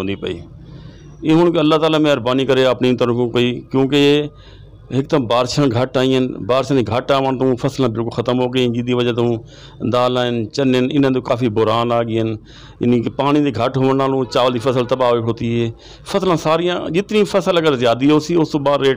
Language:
Saraiki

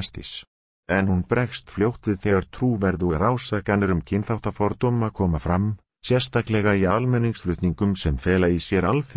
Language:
Icelandic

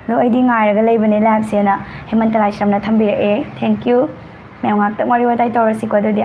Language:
Manipuri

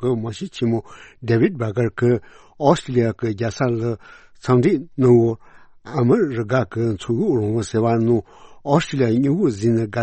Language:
Tibetan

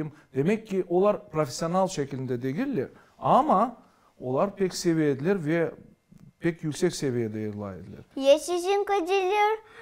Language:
Crimean Tatar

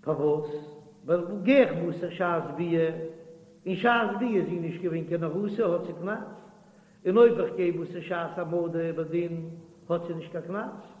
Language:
Yiddish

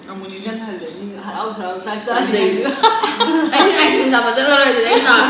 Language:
Manipuri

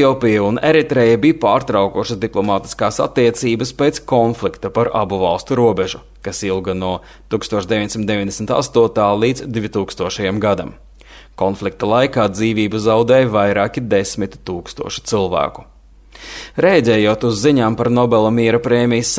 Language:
Latvian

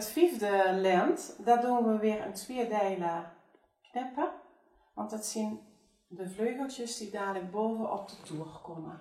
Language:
Limburgish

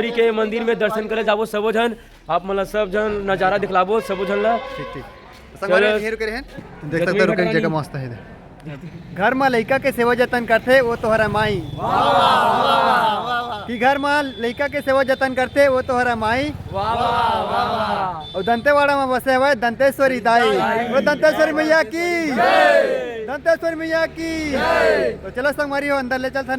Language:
Chhattisgarhi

